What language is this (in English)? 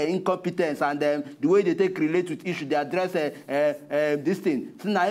Nigerian Pidgin